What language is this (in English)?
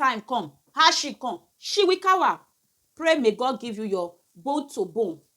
Nigerian Pidgin